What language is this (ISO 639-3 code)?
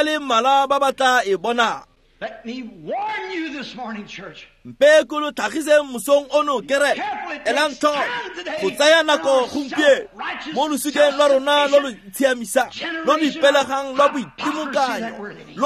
tsn